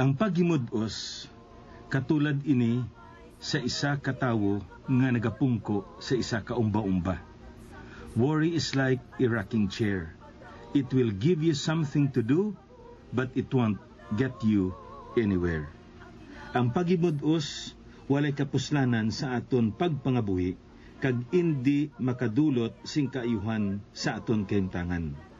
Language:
Hiligaynon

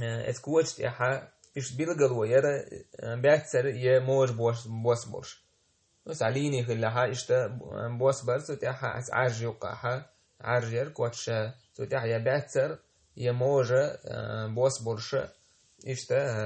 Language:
Chechen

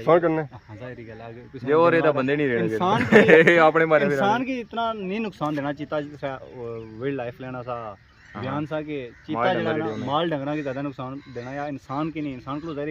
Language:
Pahari-Potwari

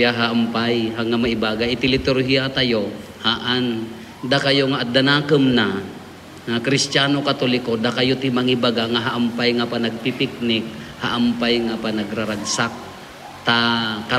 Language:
Iloko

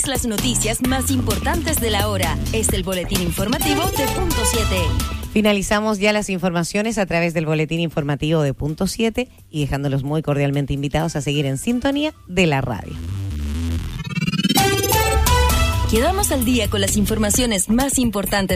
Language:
Spanish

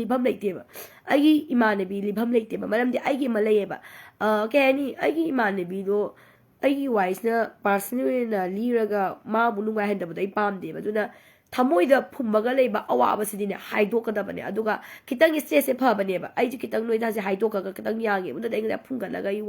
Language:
Manipuri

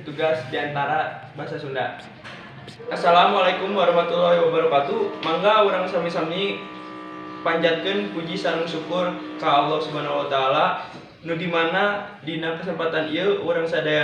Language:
Sundanese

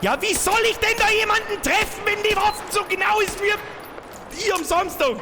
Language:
Bavarian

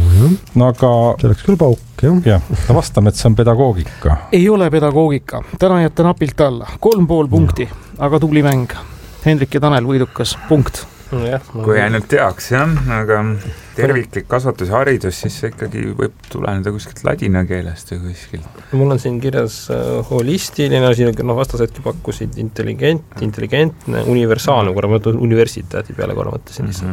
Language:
Estonian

